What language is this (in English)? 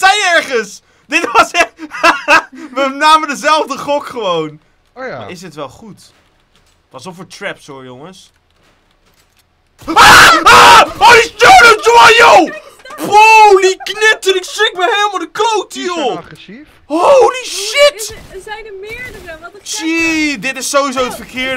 Dutch